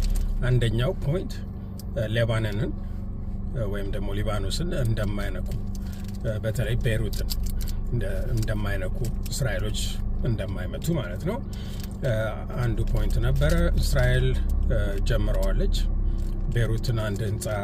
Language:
Amharic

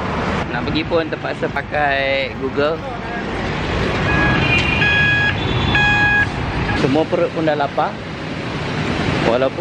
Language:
Malay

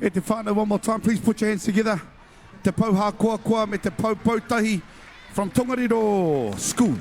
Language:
Māori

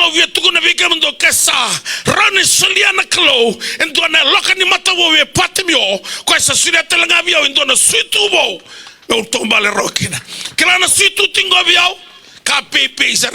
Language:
Fijian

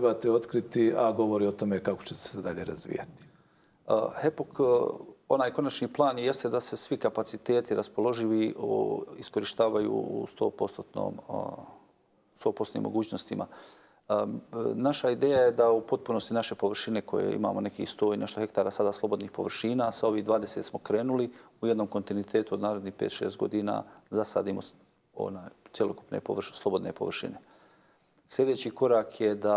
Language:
Bosnian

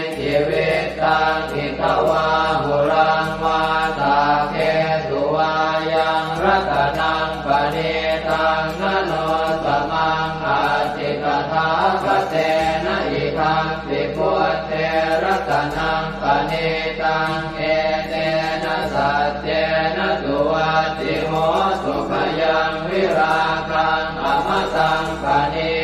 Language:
Pali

